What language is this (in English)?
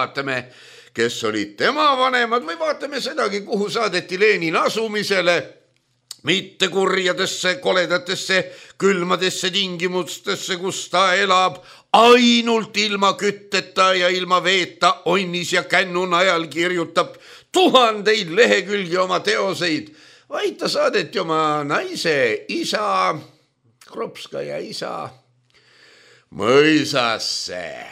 Estonian